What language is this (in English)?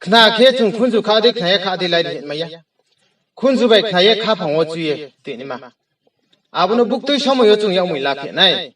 Riang (India)